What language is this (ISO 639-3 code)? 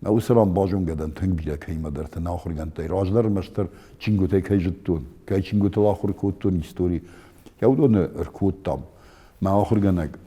oss